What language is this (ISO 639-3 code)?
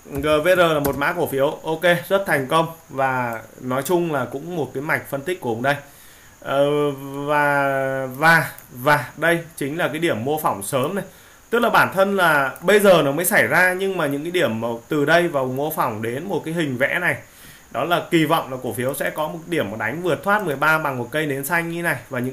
vie